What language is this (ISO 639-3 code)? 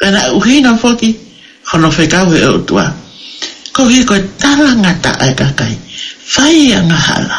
ton